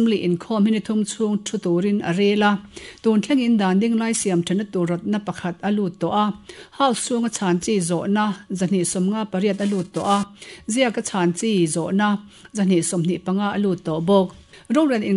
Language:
Mizo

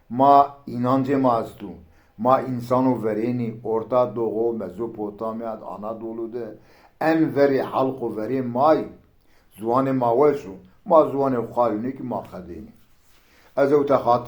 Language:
Zaza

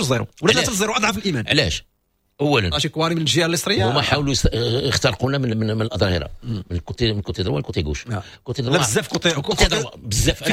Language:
Moroccan Arabic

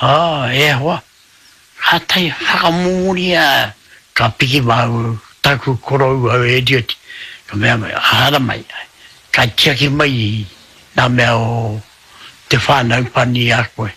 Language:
Māori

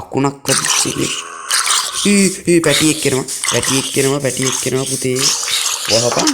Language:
Sinhala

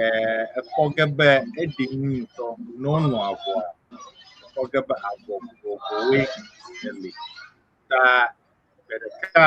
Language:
Ewe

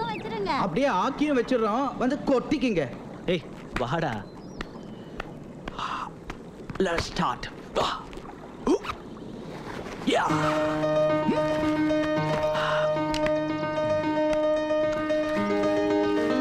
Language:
Tamil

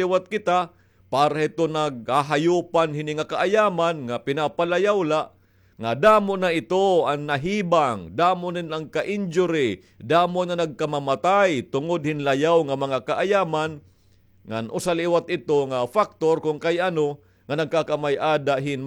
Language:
Waray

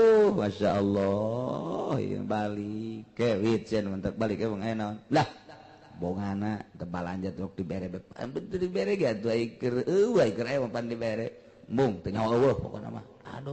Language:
Sundanese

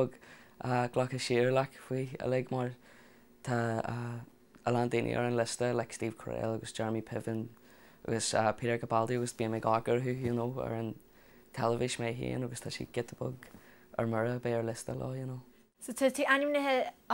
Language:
Irish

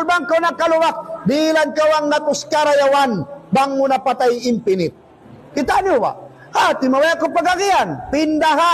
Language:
Tausug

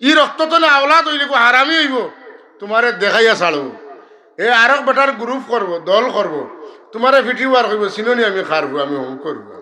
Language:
Sylheti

